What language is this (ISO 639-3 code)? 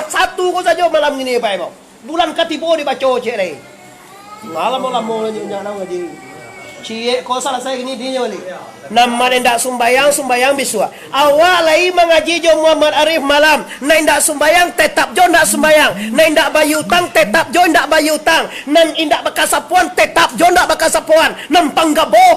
min